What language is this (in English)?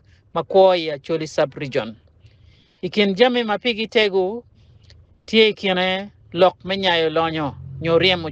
Acoli